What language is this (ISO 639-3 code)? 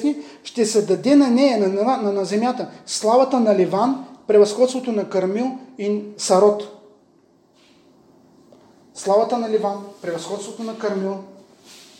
bul